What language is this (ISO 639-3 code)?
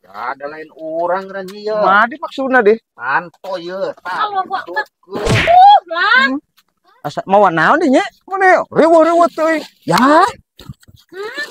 sun